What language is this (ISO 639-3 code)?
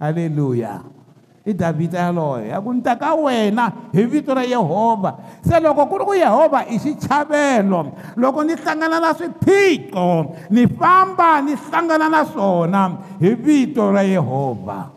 tso